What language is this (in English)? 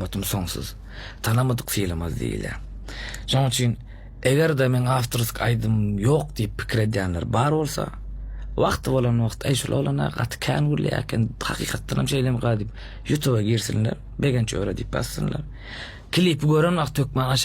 Turkmen